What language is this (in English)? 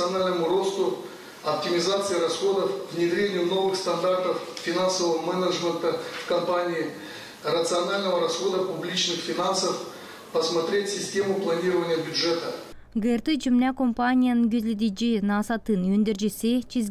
Gagauz